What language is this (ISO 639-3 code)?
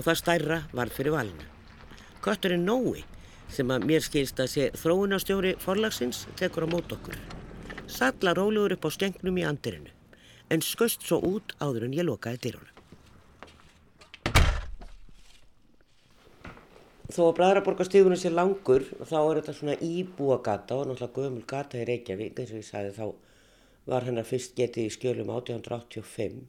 isl